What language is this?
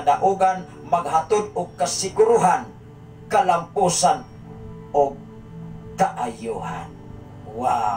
Cebuano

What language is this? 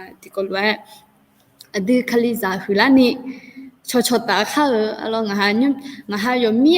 Akha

